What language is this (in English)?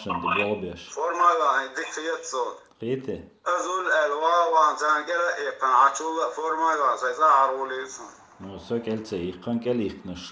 Chechen